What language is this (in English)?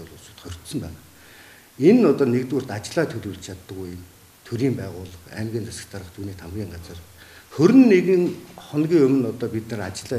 Mongolian